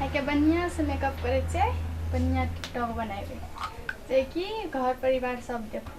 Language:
Maithili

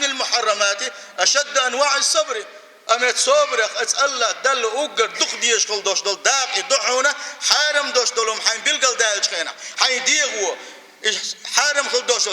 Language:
Chechen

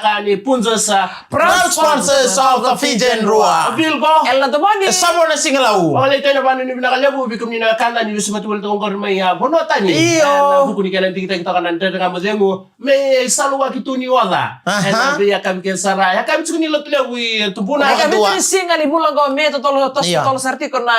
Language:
Fijian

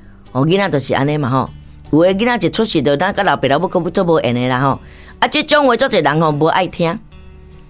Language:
Min Nan Chinese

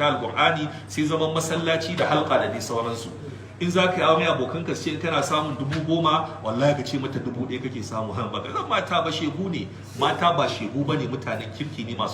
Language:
Hausa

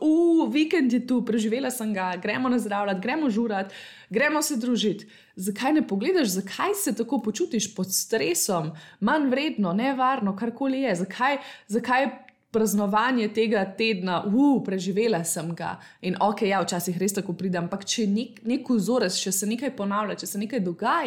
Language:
Slovenian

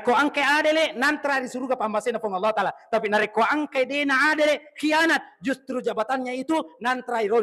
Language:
Buginese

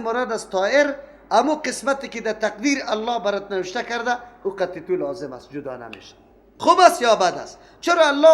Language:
Persian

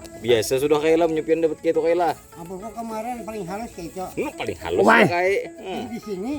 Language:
Banjar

